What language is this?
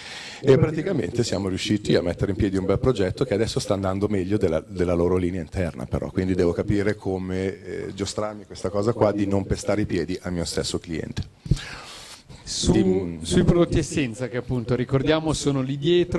Italian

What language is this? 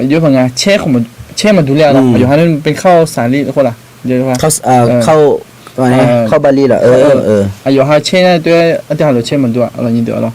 Akha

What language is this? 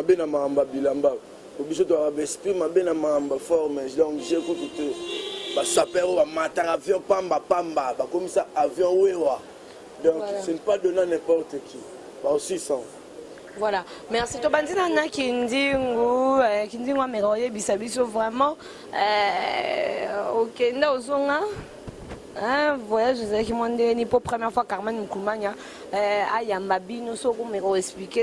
Lingala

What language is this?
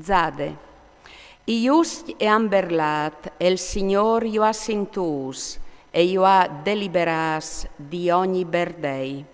Friulian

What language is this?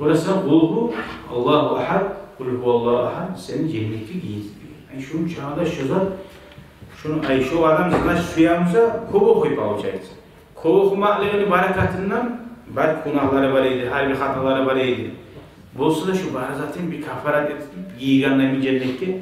Kumyk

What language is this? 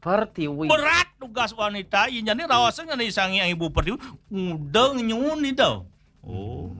Balinese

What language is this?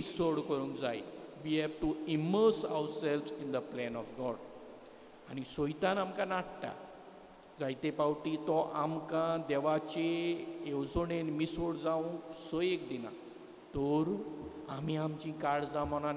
Konkani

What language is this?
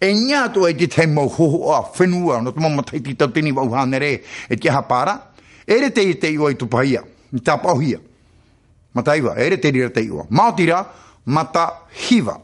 Tahitian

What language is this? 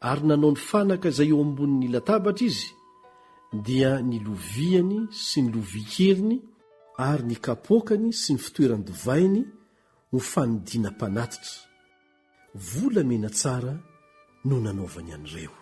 Malagasy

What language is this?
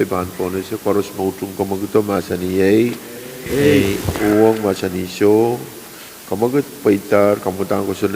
Pohnpeian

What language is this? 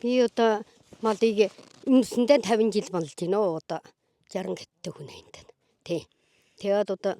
Mongolian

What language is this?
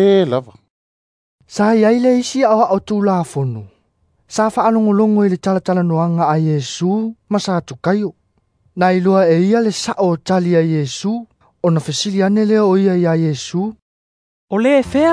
Samoan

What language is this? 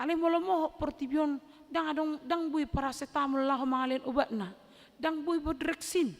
Batak Toba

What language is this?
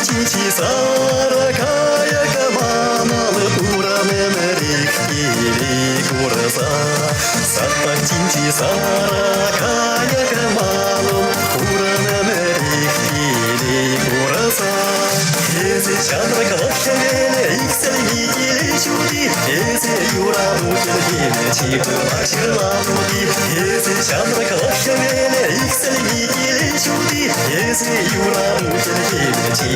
Chuvash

